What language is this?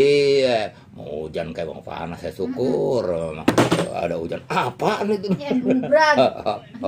Betawi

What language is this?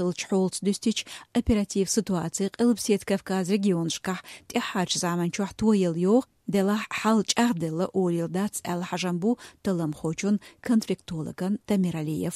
Chechen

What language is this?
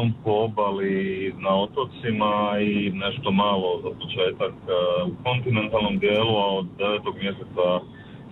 Croatian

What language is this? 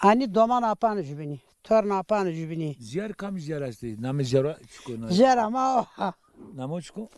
Zaza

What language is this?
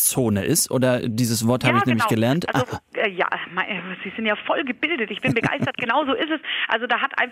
German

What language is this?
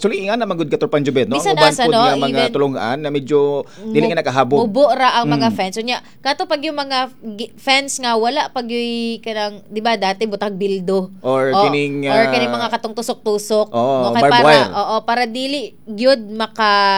Cebuano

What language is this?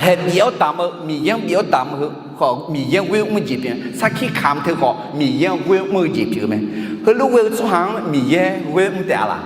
Akha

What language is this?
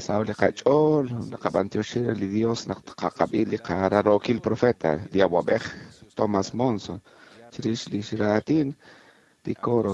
Kekchí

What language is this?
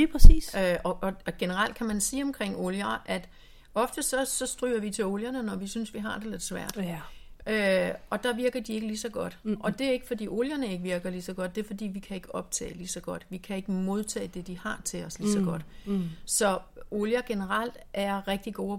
Danish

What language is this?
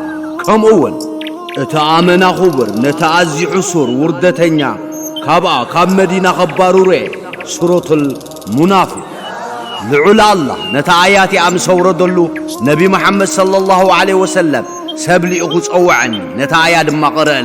Tigrinya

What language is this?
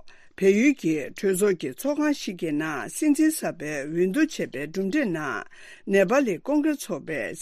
Tibetan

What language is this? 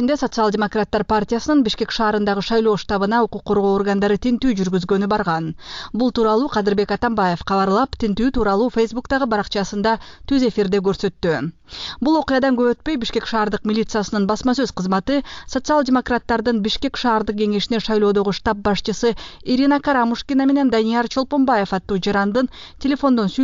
Kyrgyz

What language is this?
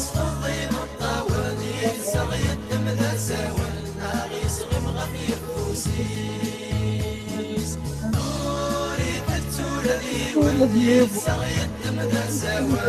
Kabyle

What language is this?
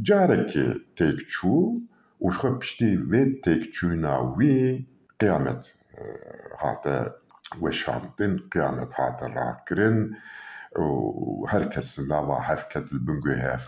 Kurdish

